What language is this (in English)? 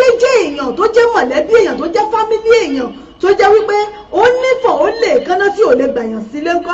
Yoruba